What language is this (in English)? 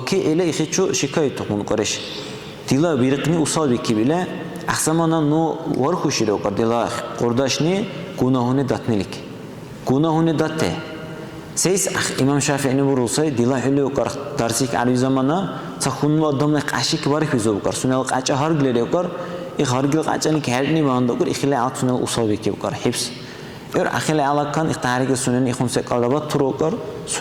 Dargwa